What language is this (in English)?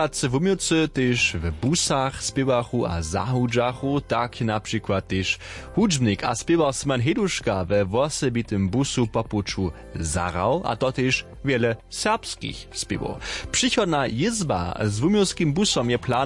Upper Sorbian